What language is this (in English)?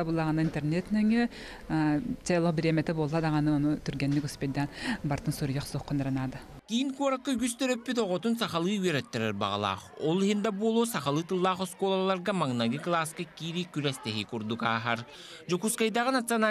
Yakut